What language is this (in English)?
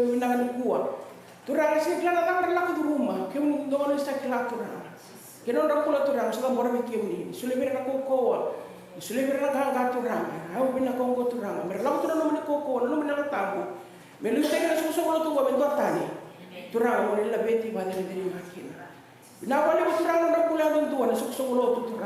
Fijian